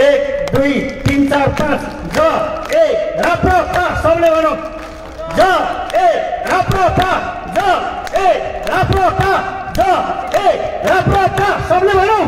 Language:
Nepali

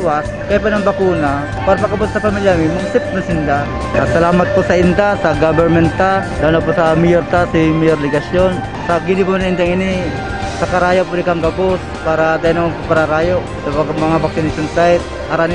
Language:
Bikol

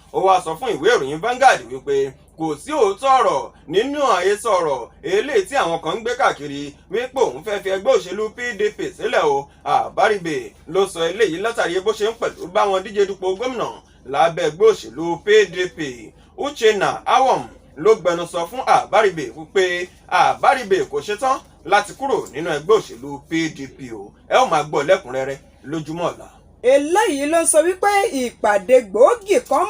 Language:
Yoruba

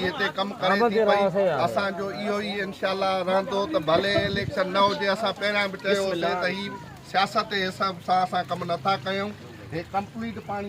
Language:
Sindhi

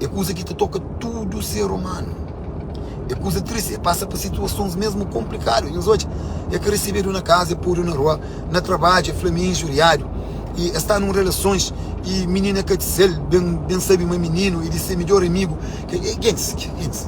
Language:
Kabuverdianu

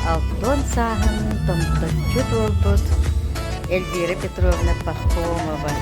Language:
Yakut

